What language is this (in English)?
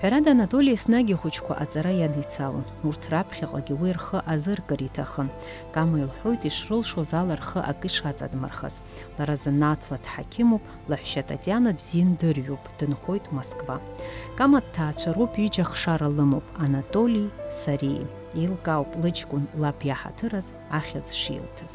Abkhazian